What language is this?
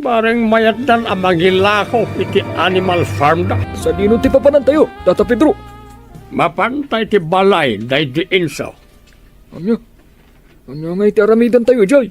Iloko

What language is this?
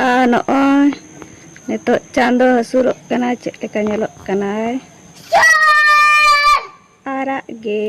Santali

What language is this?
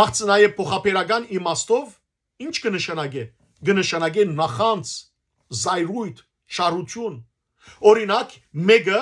Western Armenian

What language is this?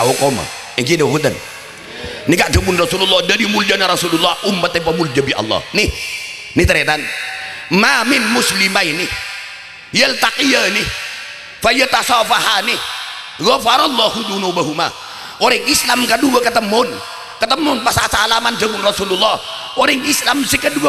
Madurese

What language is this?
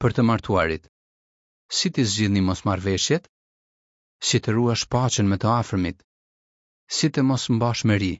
Albanian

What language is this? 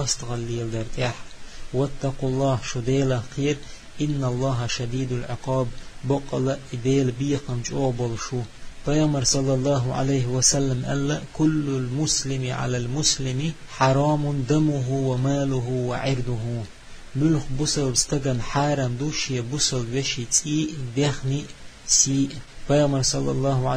Chechen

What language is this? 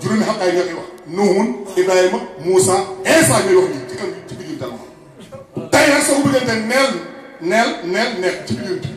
Wolof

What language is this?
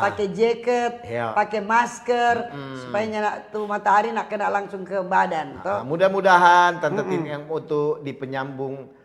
Manado Malay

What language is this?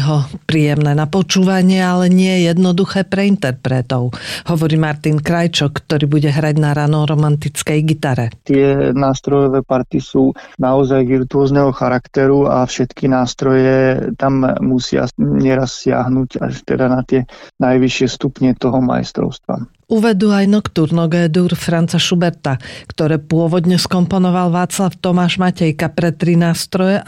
Slovak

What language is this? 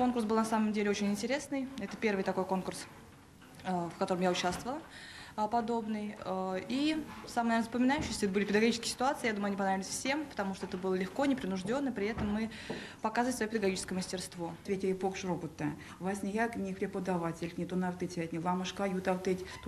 Erzya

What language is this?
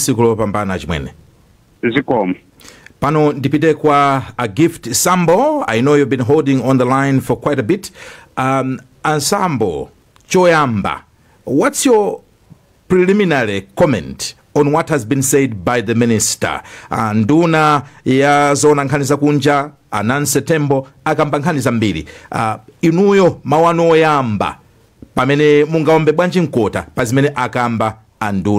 Nyanja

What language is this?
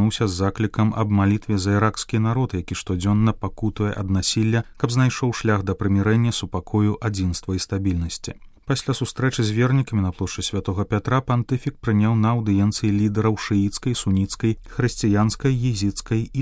Belarusian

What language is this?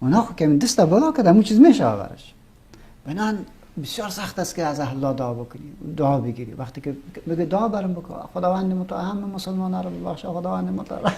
Persian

